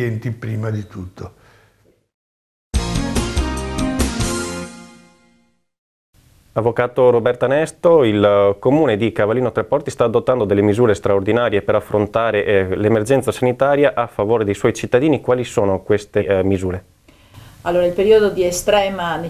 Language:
Italian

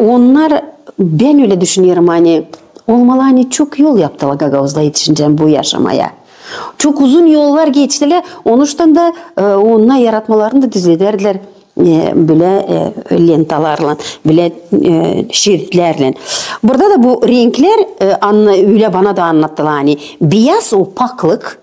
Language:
Gagauz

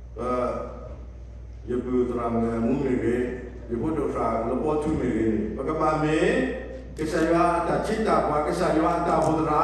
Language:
S'gaw Karen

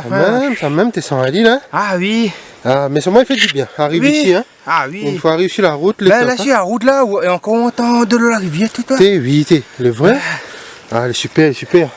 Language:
Réunion Creole French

